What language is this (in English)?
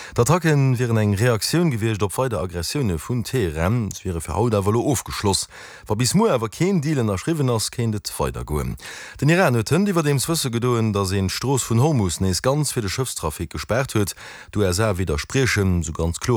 Luxembourgish